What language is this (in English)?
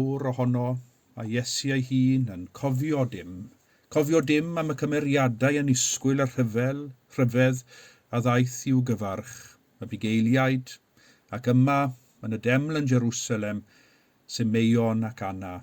Welsh